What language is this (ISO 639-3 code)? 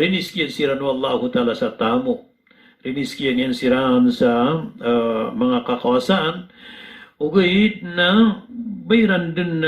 mrw